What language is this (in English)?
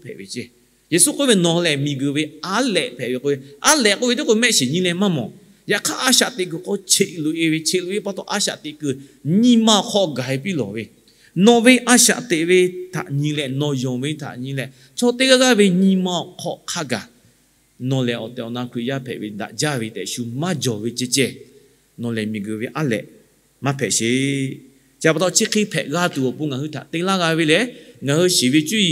Lahu